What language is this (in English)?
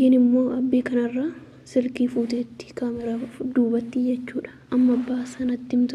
Oromo